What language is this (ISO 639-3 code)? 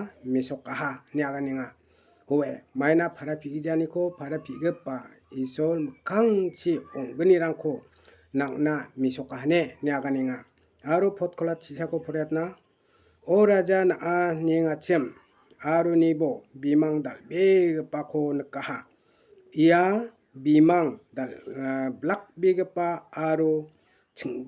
grt